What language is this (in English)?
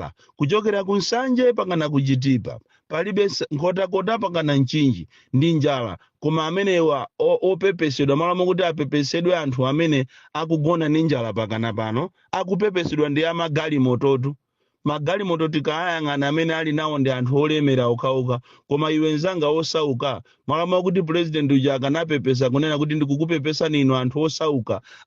Nyanja